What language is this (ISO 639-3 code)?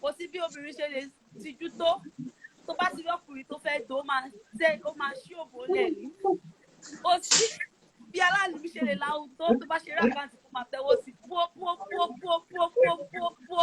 yor